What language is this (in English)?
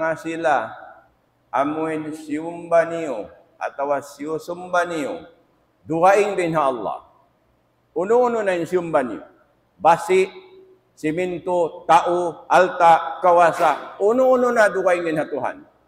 Tausug